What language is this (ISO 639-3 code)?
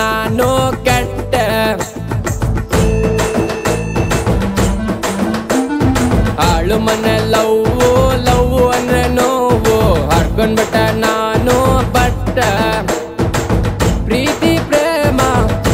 kan